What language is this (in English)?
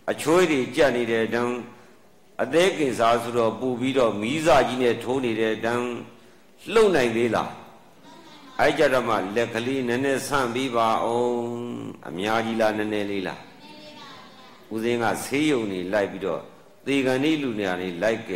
Burmese